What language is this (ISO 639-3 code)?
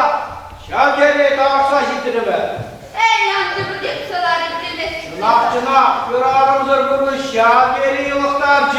chv